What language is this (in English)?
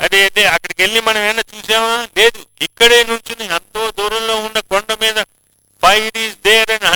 Telugu